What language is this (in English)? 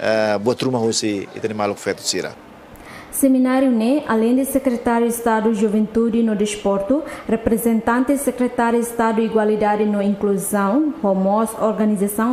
Tetum